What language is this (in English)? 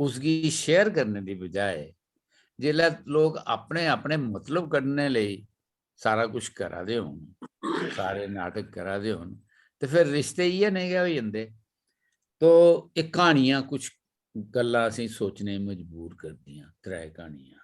Dogri